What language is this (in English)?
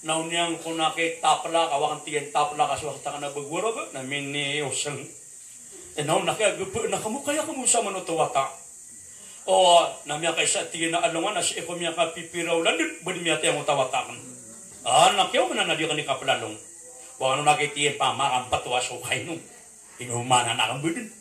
Maranao